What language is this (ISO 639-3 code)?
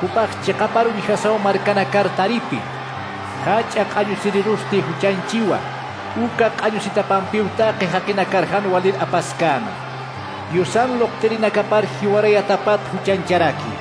aym